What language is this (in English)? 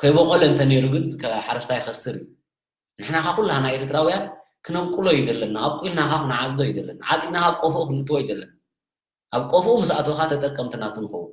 Tigrinya